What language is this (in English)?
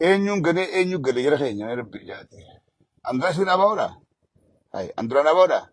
Oromo